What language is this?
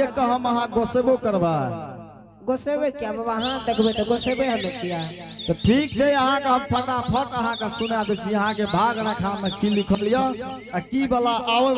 Angika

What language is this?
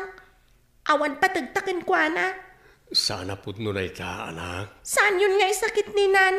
Iloko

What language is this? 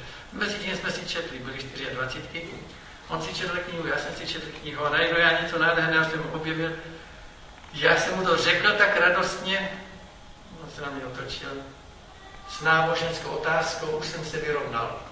Czech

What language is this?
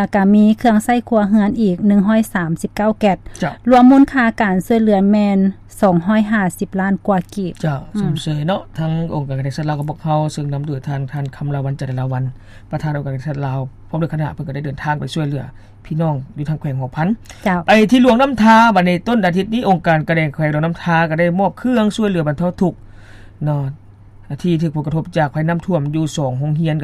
Lao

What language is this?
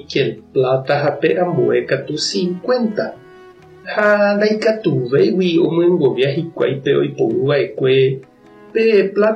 Guarani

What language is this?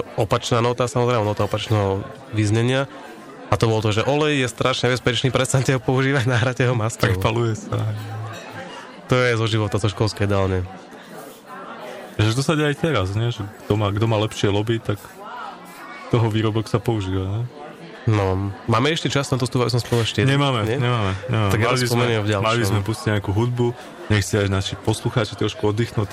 Slovak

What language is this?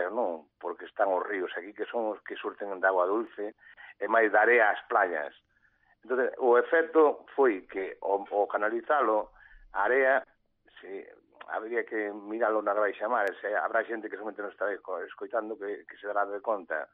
Galician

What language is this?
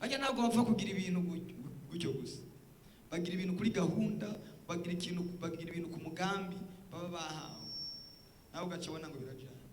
Rundi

